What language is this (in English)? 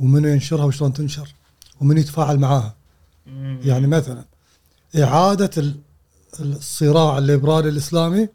Gulf Arabic